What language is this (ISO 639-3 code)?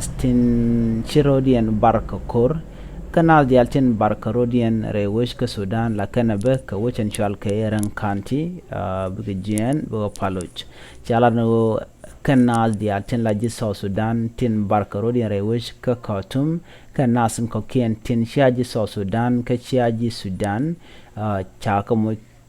nus